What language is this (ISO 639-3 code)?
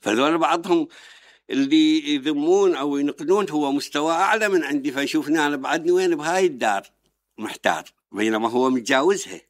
acm